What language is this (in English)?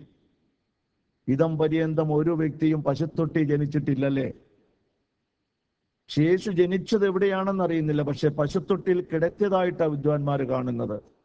Malayalam